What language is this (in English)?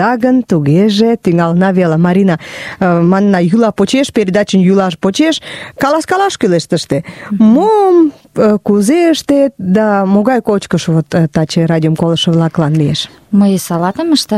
Mari